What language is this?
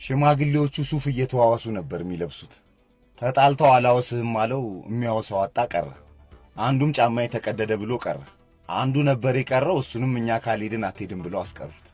Amharic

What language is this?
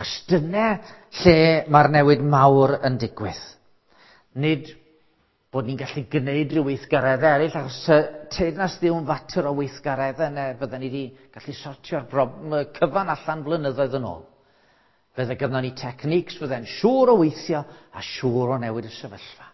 Welsh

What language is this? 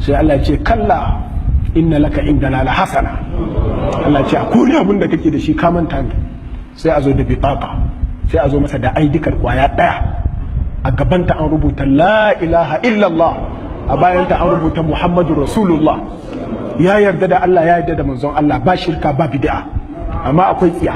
Hausa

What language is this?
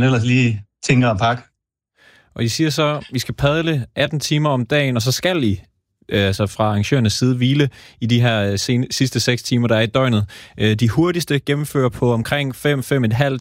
Danish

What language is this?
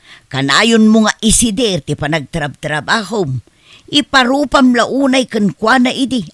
Iloko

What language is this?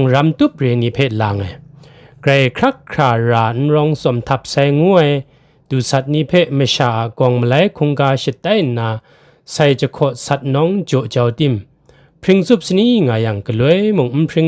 Kachin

